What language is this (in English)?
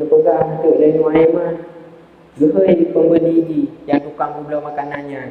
Achinese